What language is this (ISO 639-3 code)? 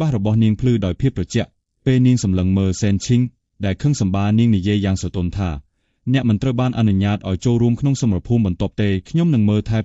khm